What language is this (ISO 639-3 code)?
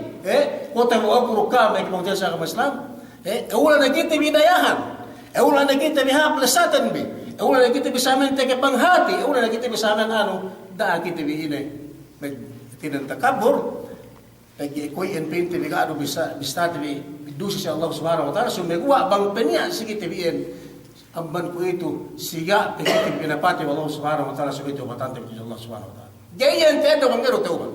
yka